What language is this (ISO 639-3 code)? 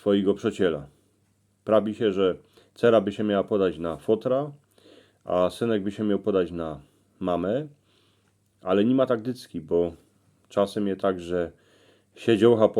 szl